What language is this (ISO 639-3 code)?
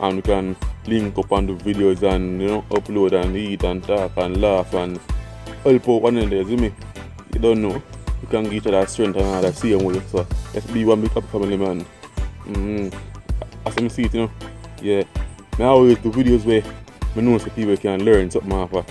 jam